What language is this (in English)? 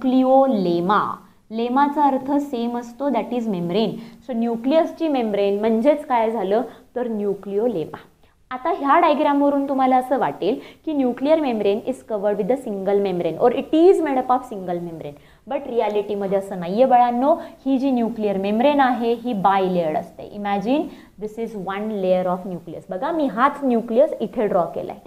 Marathi